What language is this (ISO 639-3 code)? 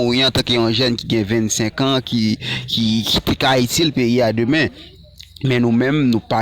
hat